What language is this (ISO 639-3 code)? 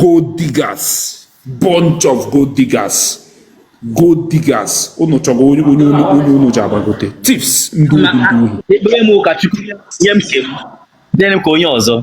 ibo